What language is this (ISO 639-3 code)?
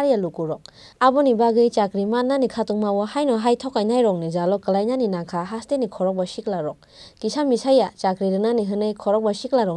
trp